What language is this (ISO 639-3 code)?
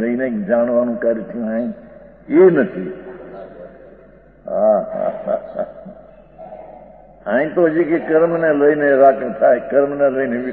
guj